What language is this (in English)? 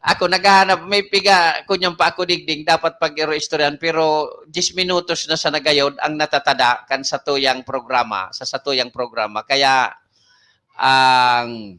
Bikol